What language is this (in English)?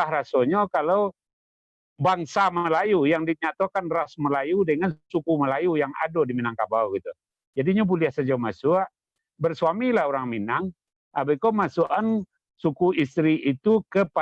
Minangkabau